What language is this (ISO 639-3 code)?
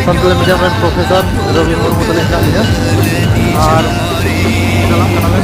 sat